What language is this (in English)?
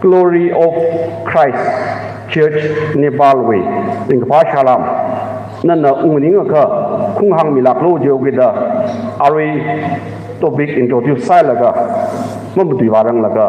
Tangkhul Naga (India)